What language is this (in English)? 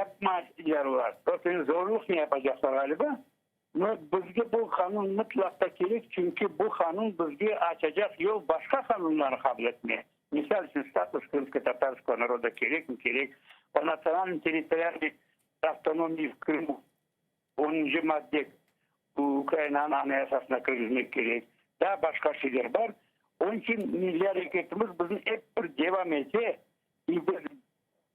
Crimean Tatar